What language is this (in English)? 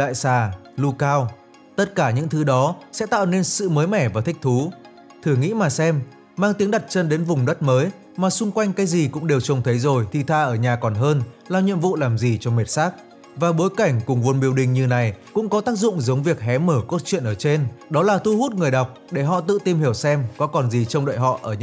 Vietnamese